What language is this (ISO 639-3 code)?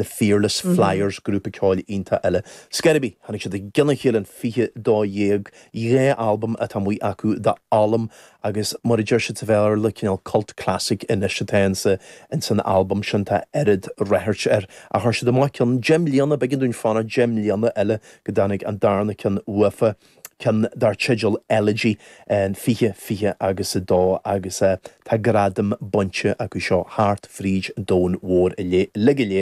gle